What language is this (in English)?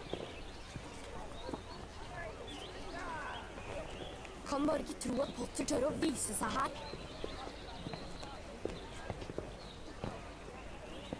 Norwegian